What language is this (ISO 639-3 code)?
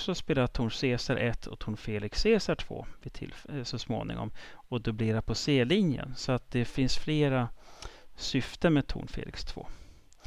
swe